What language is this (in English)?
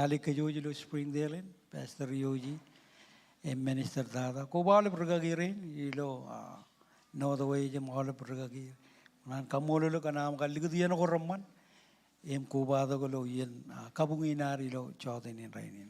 Marshallese